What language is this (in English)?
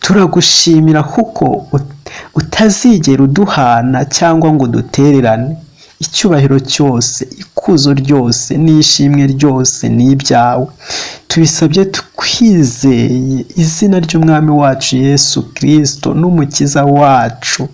Kinyarwanda